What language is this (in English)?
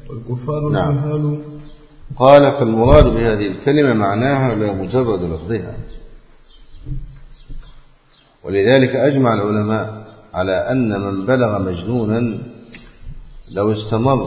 Arabic